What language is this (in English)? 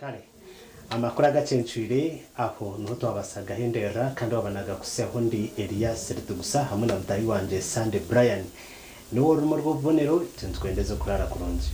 Nyankole